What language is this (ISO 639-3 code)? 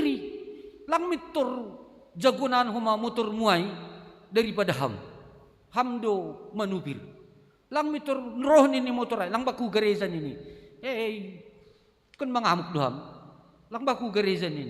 bts